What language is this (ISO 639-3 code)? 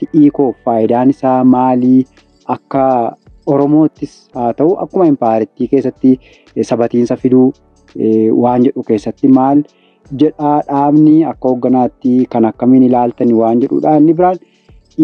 orm